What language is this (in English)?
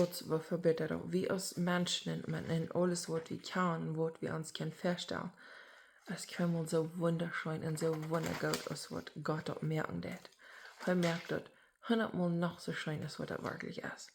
Plautdietsch